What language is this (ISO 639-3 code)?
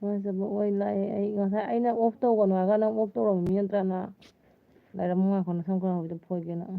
mni